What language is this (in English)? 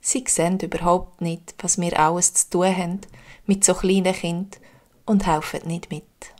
Swiss German